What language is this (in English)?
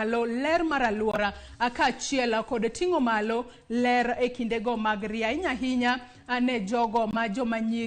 Luo (Kenya and Tanzania)